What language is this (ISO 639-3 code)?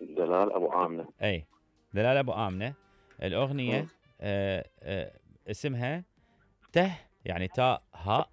acm